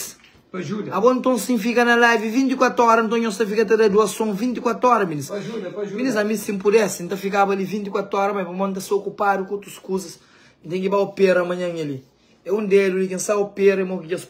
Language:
Kabuverdianu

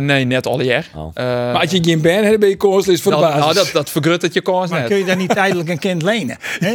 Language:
Western Frisian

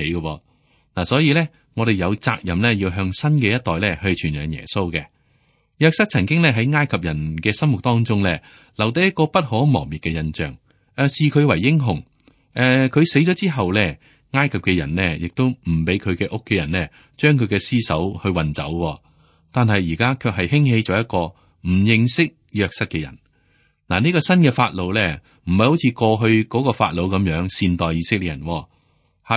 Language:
Cantonese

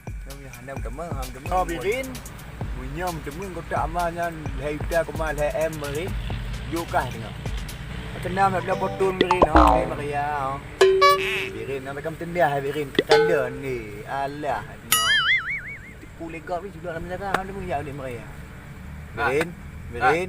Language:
Achinese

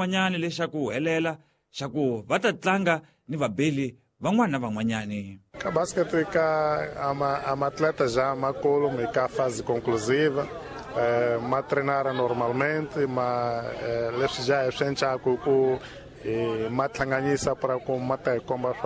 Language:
Tsonga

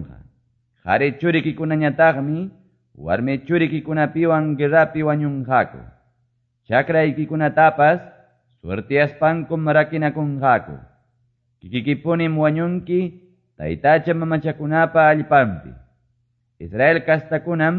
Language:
Quechua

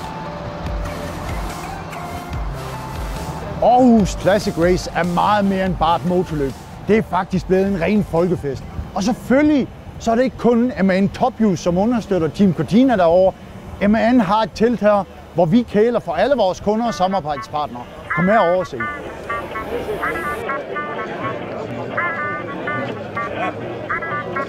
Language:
Danish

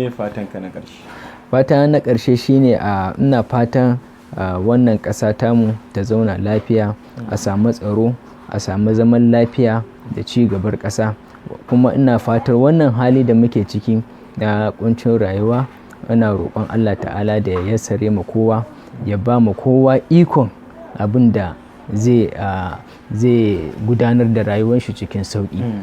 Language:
Hausa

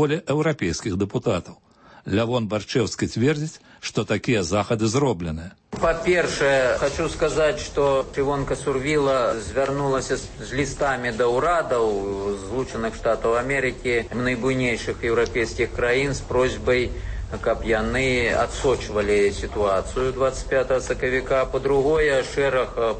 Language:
Belarusian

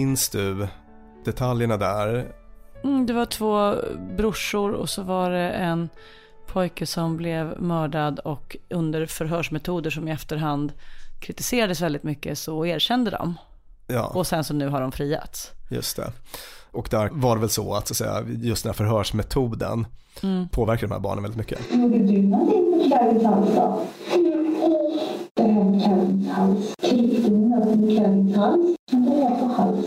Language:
Swedish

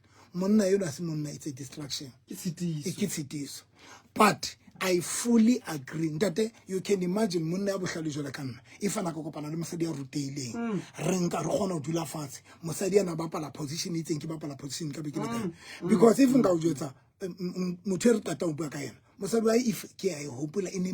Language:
Southern Sotho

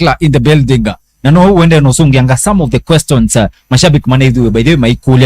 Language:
Kamba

